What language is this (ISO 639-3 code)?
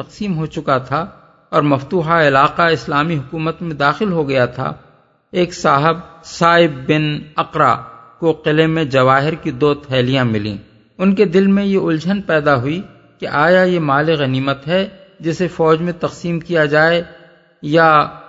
urd